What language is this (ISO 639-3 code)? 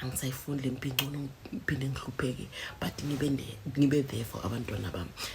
zul